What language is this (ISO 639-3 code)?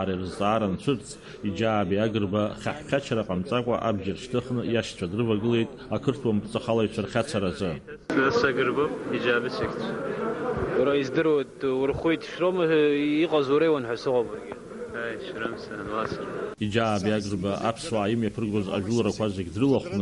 abk